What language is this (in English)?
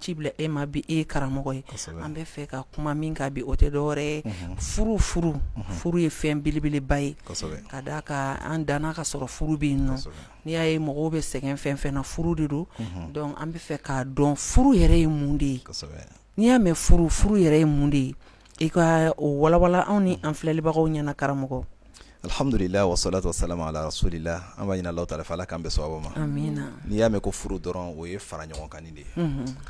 Bambara